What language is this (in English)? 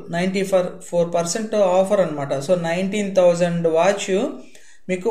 Telugu